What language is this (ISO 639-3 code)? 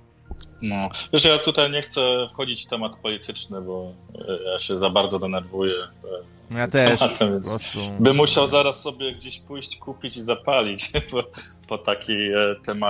pol